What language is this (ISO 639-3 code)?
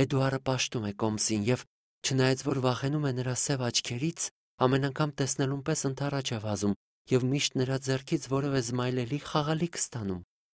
hye